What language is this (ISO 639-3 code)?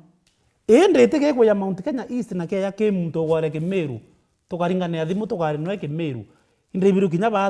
mer